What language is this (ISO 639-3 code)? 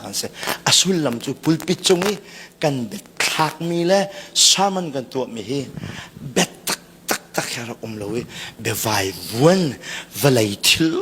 cnh